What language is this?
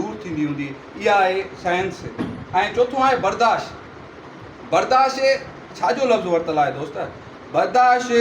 Sindhi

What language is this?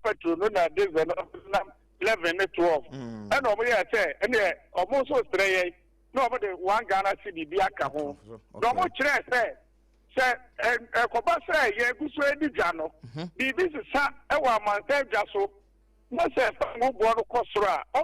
Akan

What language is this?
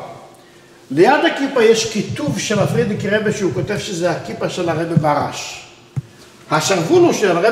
Hebrew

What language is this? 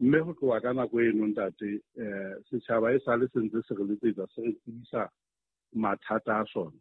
Southern Sotho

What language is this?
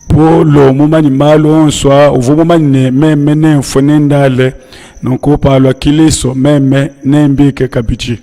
Luba-Lulua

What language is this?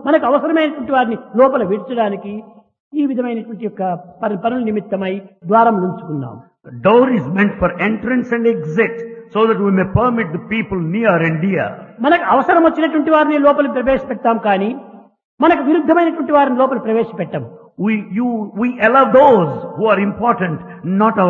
Telugu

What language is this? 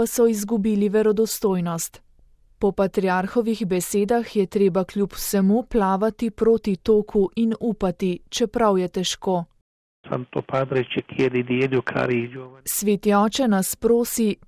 Slovenian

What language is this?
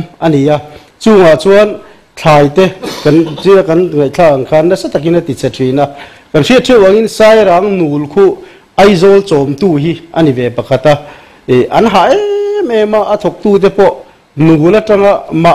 Mizo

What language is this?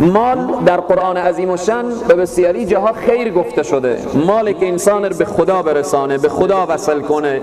Persian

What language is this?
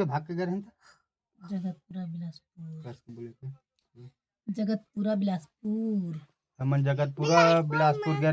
Chhattisgarhi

